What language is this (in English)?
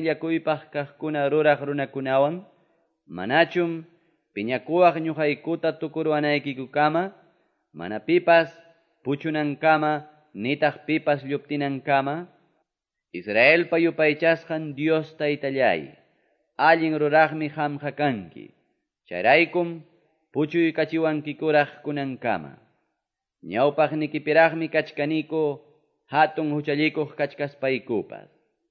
Quechua